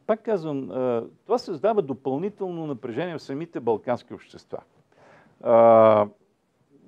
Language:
Bulgarian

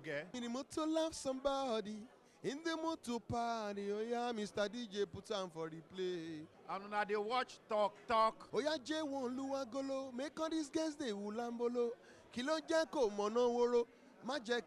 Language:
Nigerian Pidgin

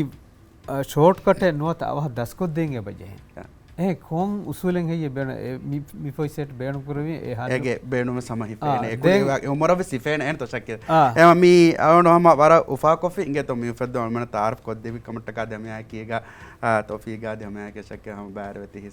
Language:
Divehi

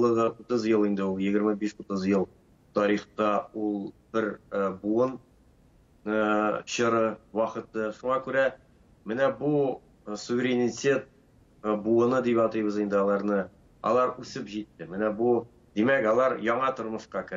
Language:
Tatar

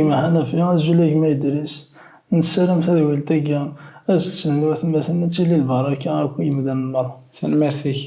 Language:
Kabyle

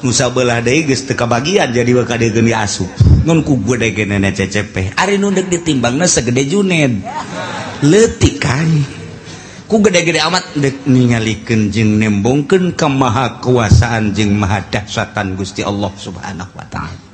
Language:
Sundanese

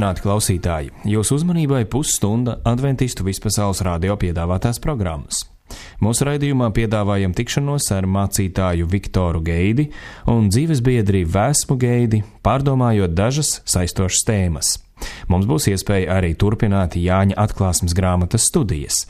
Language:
Latvian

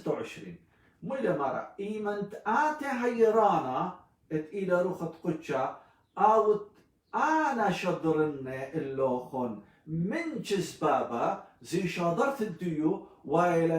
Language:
Assyrian Neo-Aramaic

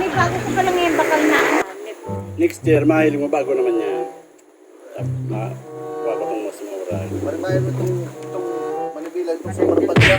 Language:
Bikol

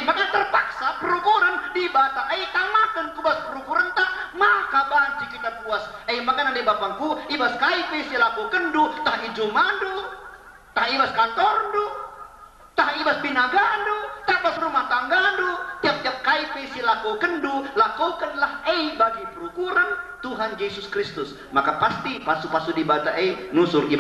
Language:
Batak Karo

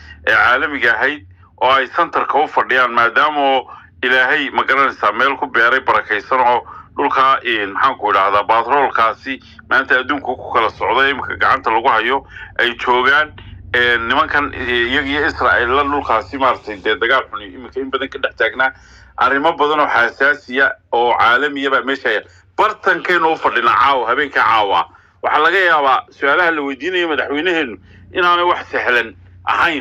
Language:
Somali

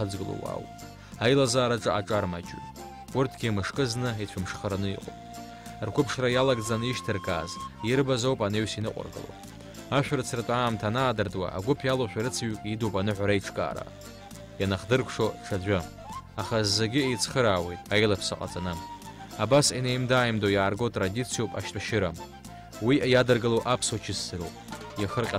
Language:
Abkhazian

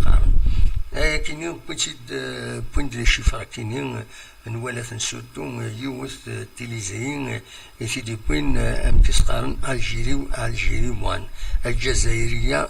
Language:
Kabyle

